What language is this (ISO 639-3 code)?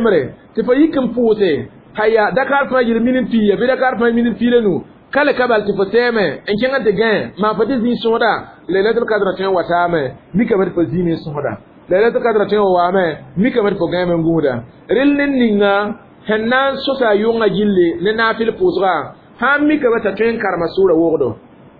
mos